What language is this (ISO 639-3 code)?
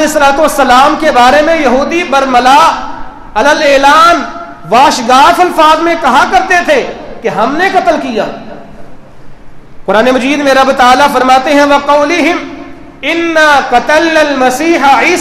urd